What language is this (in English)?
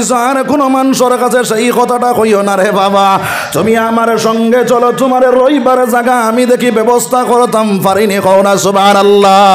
Sylheti